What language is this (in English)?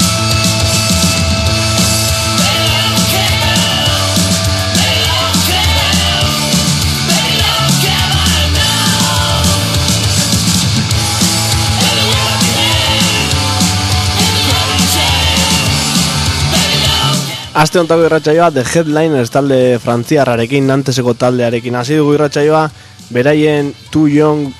Basque